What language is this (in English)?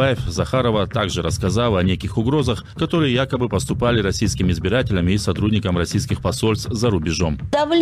Russian